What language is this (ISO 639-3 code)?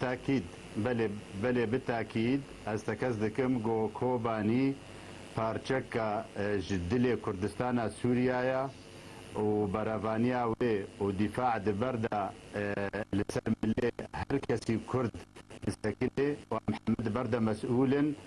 kur